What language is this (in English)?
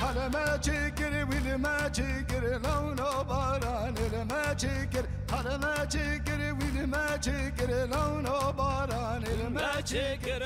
Zaza